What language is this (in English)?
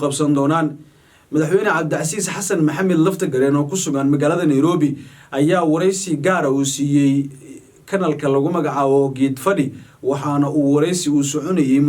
Somali